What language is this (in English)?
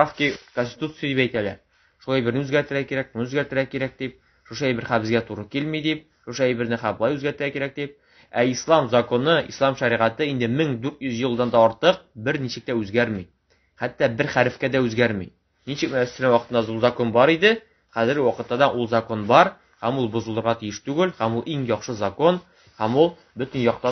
Tatar